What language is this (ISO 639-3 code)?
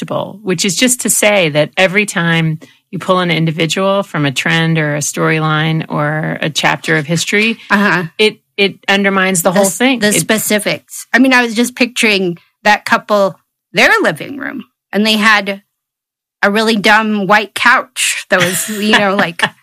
eng